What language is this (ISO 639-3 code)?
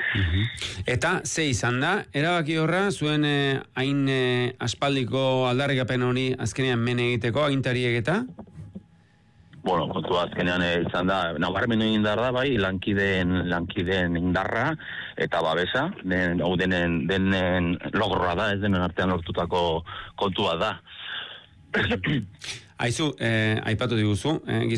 eus